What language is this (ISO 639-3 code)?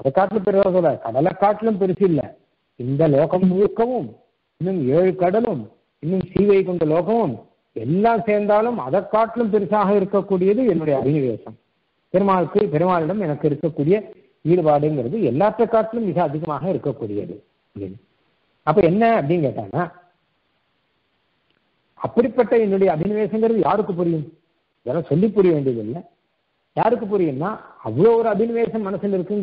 tam